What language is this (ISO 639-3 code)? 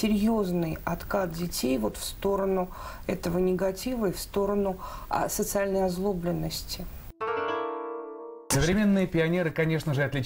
rus